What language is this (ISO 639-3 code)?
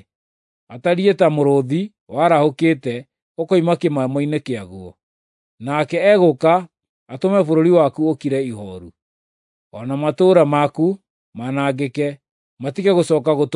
kik